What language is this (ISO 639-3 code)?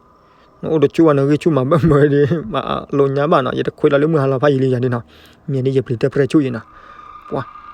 ksw